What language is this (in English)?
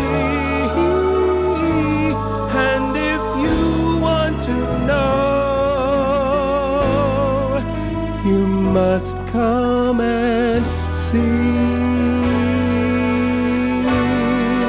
English